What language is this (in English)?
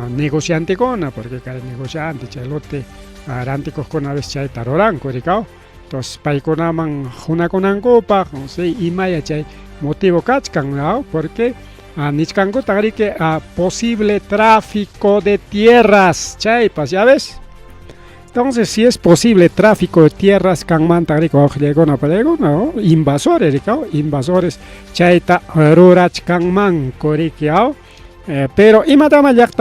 Ayacucho Quechua